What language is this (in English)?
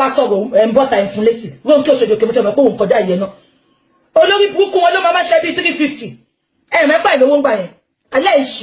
Yoruba